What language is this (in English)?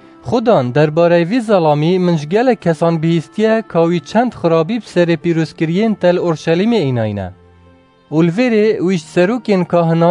Kurdish